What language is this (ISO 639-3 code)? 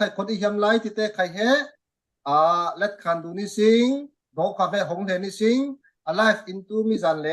cfm